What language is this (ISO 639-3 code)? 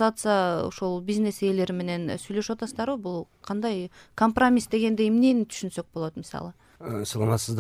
kir